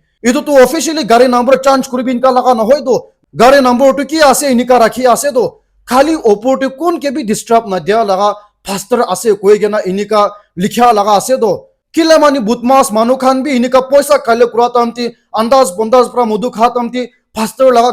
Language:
Naga Pidgin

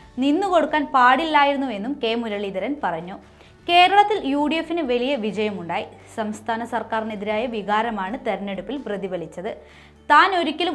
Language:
Malayalam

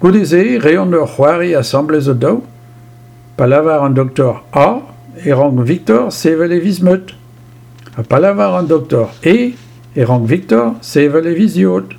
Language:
Breton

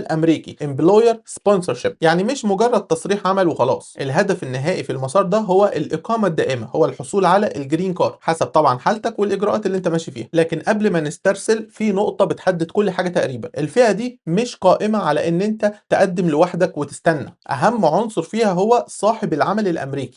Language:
Egyptian Arabic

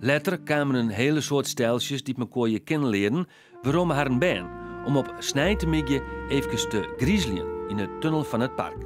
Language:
Western Frisian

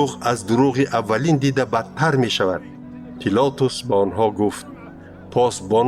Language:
Tajik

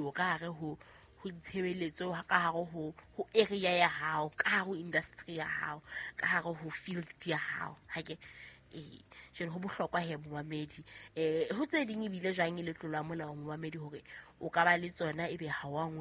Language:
Southern Sotho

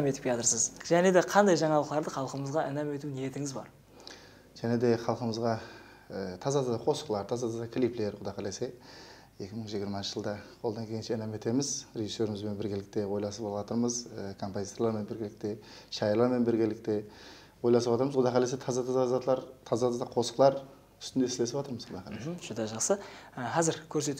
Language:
Kara-Kalpak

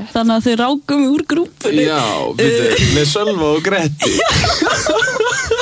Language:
Icelandic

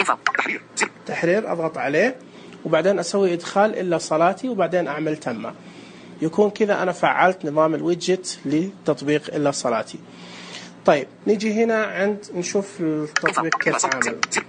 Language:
Najdi Arabic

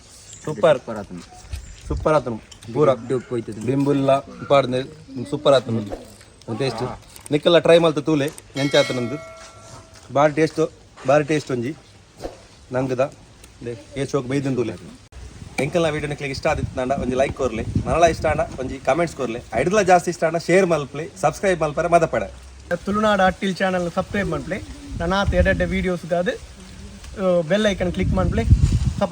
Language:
Tulu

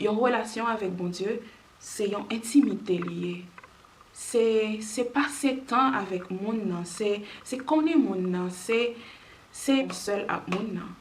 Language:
Haitian Creole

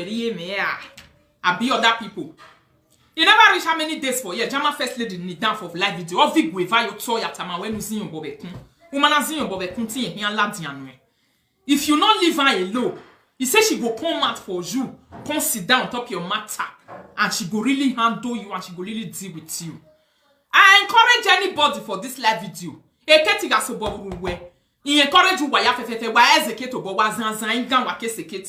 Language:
Nigerian Pidgin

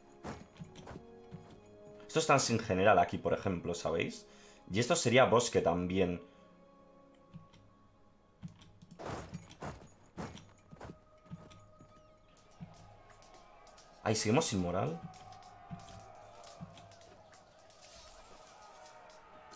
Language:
Spanish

